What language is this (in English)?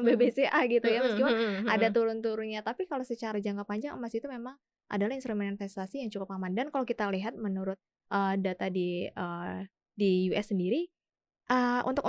Indonesian